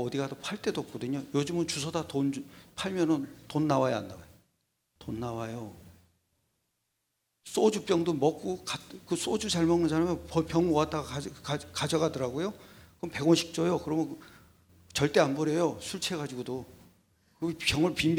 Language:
Korean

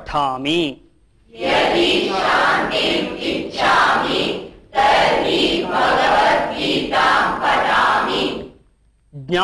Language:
Sanskrit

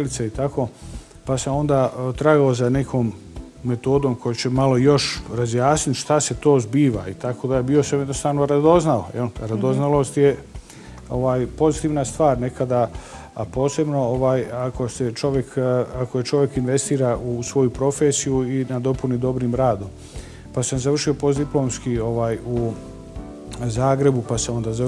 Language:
Bosnian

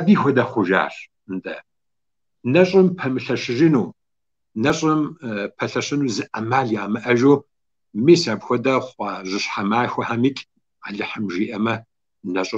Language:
Kabardian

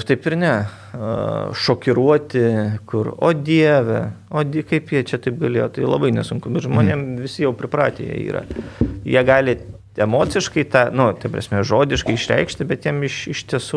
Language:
Lithuanian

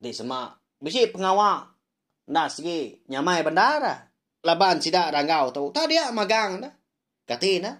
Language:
Iban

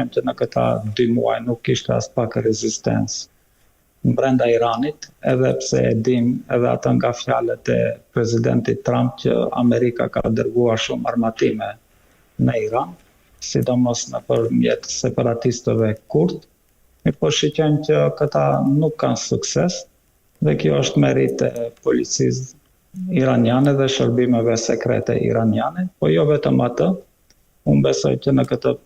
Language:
Albanian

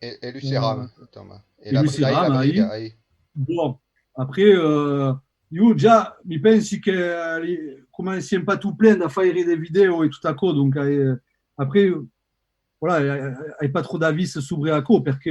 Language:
Occitan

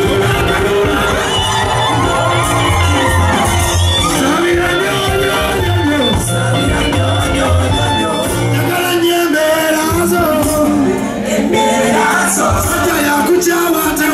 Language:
Ganda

